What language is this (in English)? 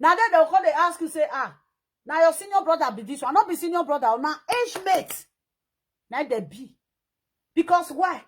Nigerian Pidgin